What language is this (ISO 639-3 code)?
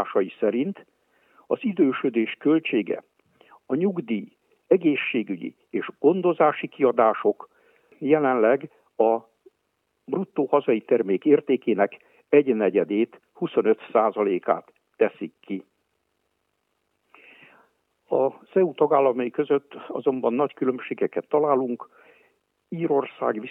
hun